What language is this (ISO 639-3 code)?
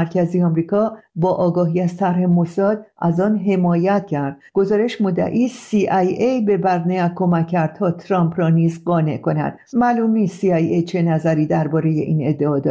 fas